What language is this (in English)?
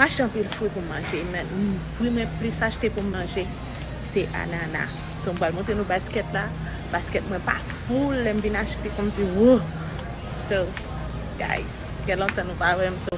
Haitian Creole